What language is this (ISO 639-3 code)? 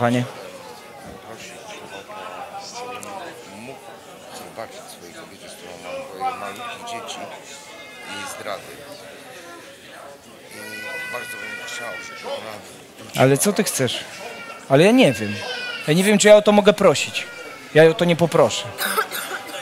pol